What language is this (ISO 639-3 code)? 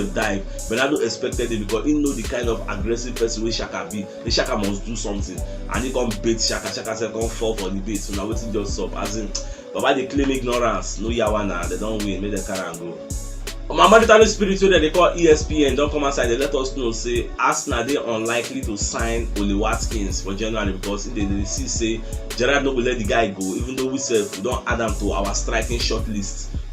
pcm